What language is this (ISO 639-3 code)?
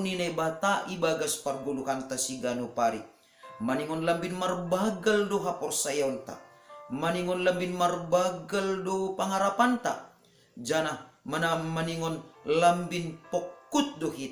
bts